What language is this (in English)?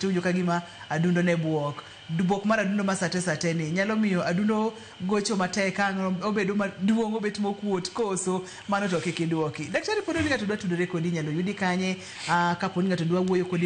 Luo (Kenya and Tanzania)